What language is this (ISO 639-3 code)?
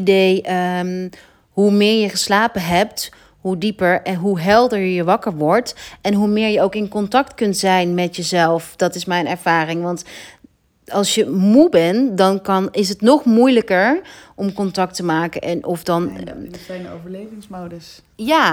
nld